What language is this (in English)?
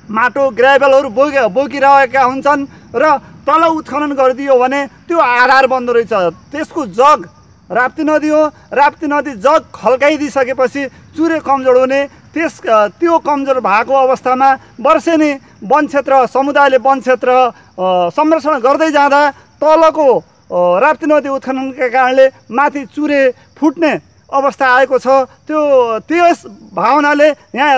Nepali